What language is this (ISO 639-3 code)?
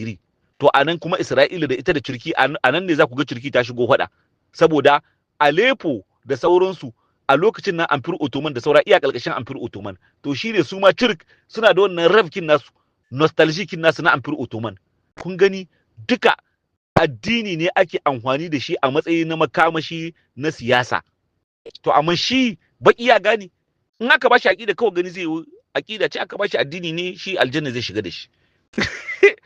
hau